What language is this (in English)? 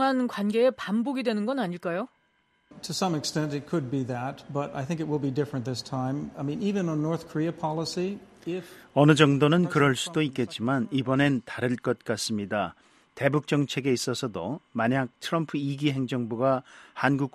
Korean